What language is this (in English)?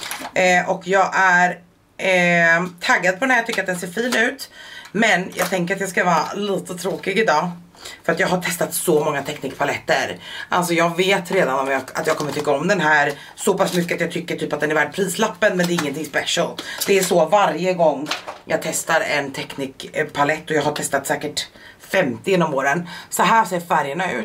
Swedish